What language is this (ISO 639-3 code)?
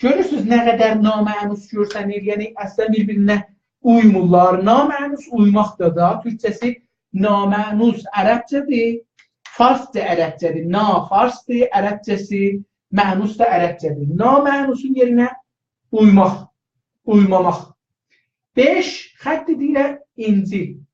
azb